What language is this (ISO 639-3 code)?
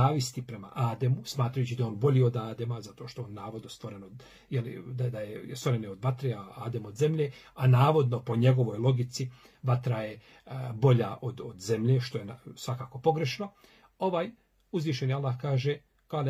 bos